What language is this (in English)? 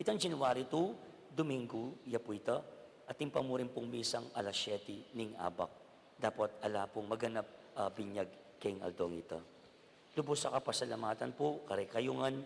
Pampanga